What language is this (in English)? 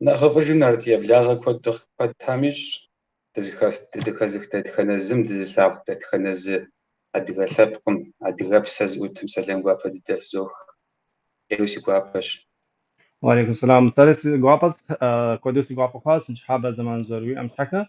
Kabardian